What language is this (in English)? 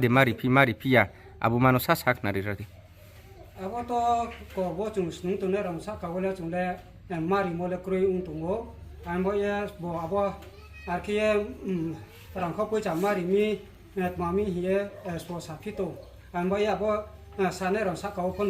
Riang (India)